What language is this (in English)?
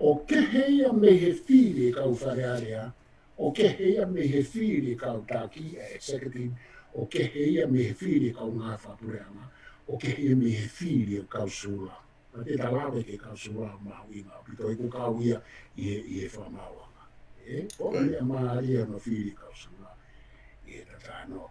Tongan